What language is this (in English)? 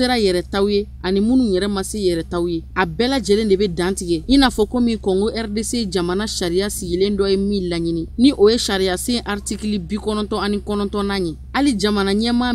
Bambara